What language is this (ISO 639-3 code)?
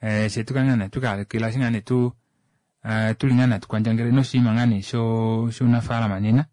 kua